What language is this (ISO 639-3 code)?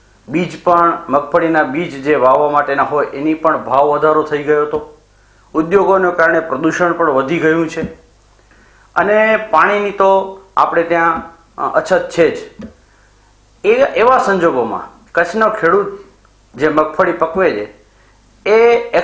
guj